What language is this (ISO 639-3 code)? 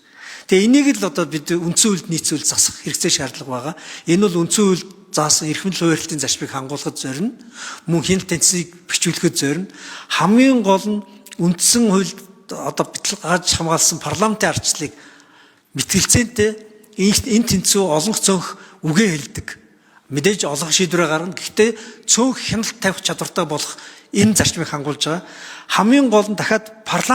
mon